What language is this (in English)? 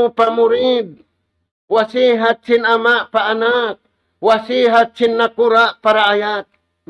Tausug